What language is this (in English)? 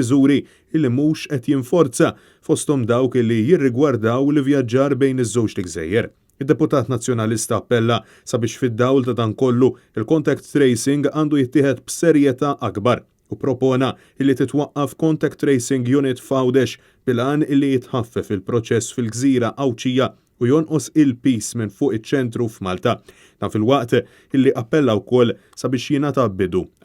Maltese